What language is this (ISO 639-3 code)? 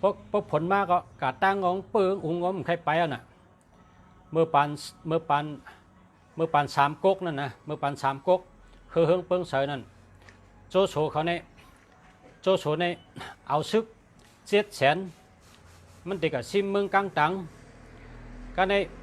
shn